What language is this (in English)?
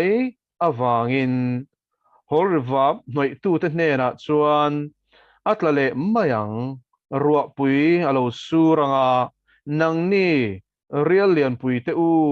Mizo